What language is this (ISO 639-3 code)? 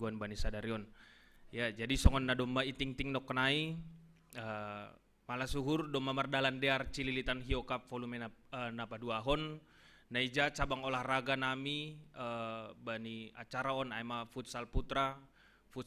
bts